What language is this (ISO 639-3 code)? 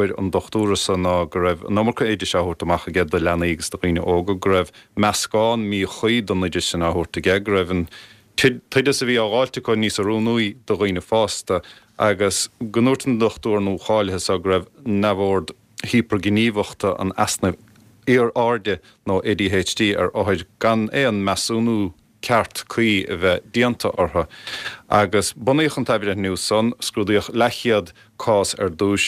gle